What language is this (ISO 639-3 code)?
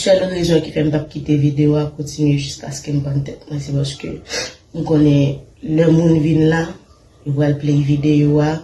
hat